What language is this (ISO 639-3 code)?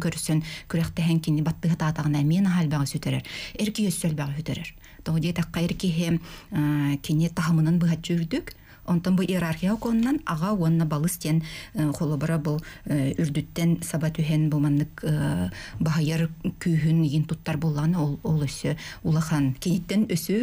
sah